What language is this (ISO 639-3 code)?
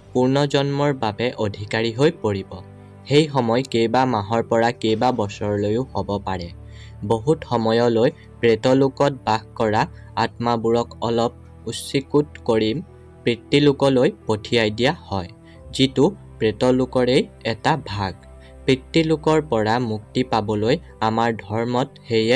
asm